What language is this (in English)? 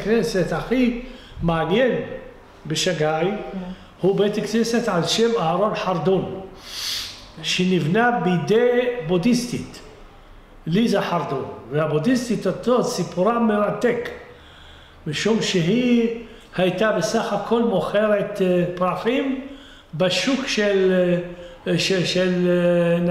Hebrew